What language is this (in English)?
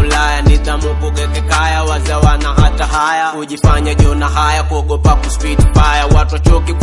Swahili